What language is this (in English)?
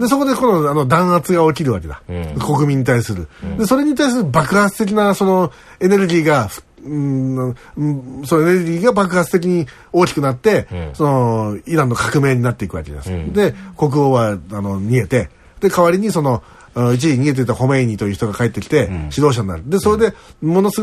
Japanese